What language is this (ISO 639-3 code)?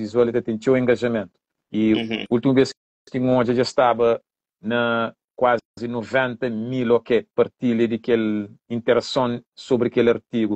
kea